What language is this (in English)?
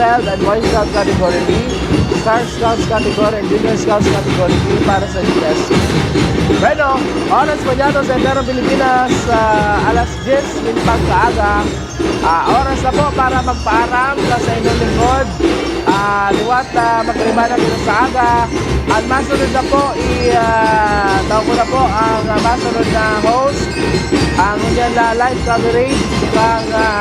Bikol